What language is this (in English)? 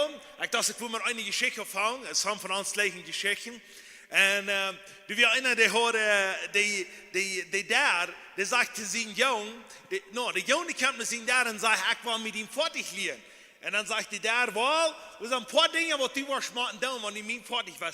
Plautdietsch